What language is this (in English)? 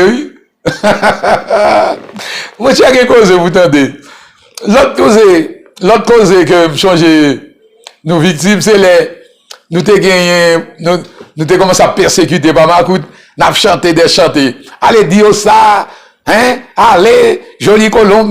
Haitian Creole